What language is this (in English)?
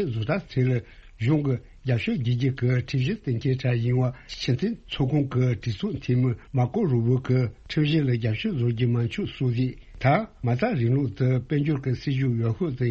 Tibetan